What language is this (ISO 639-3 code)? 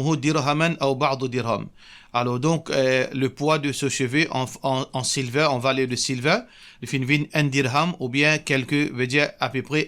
mfe